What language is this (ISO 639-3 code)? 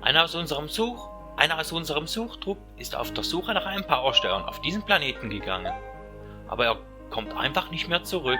gsw